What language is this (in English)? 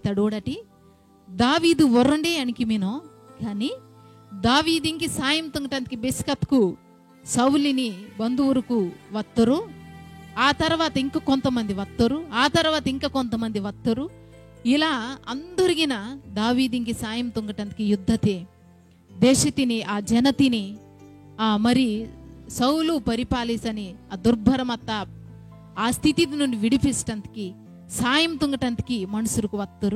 Koya